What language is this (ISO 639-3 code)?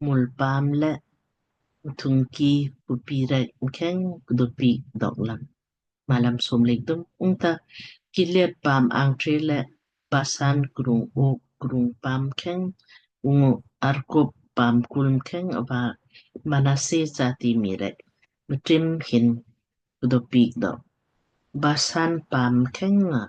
lmk